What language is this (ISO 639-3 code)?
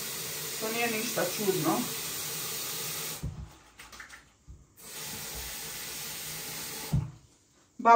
hrv